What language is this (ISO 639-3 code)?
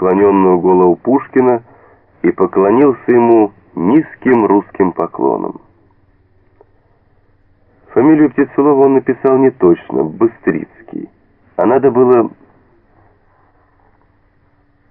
rus